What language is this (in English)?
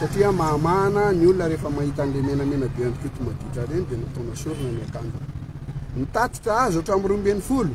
Malagasy